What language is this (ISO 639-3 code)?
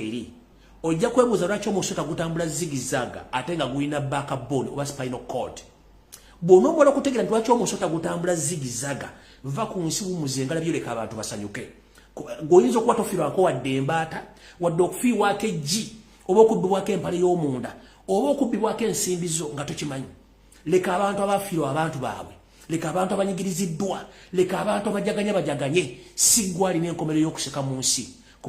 lug